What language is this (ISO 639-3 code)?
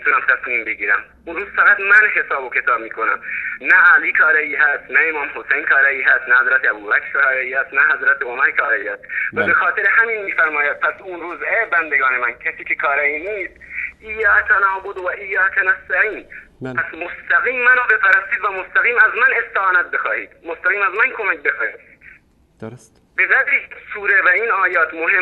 fas